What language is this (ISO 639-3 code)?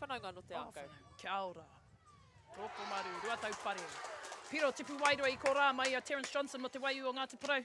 mri